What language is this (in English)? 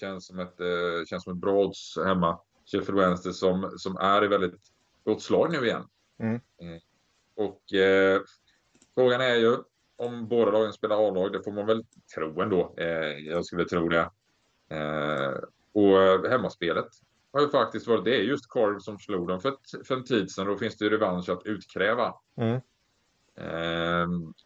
Swedish